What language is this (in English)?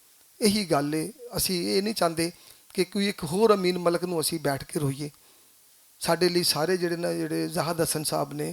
Western Panjabi